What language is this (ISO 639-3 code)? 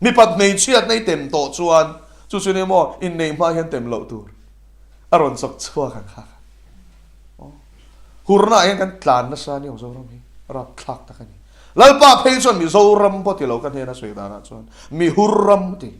lus